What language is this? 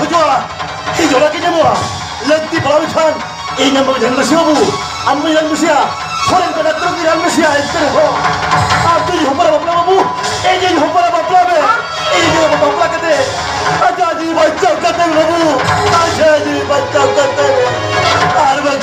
Santali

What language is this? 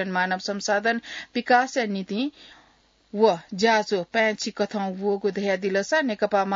Newari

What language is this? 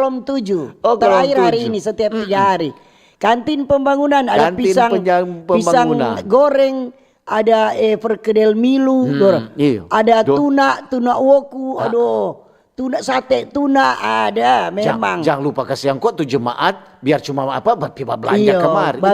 Manado Malay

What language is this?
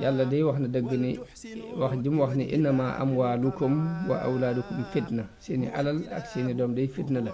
Wolof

